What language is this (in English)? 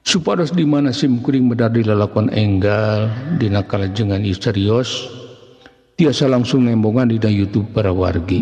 Sundanese